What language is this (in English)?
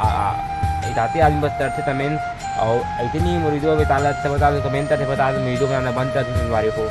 Chhattisgarhi